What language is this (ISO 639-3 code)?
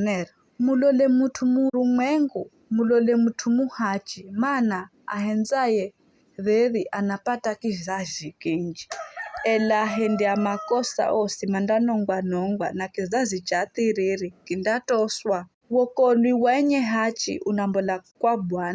nyf